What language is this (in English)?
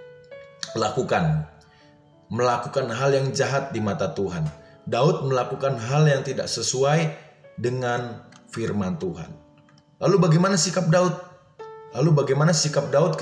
Indonesian